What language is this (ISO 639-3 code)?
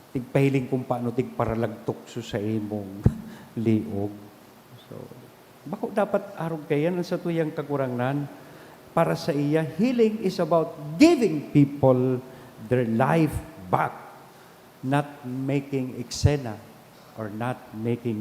bik